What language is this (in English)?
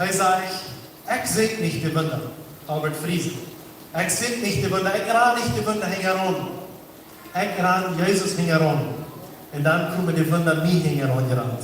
Plautdietsch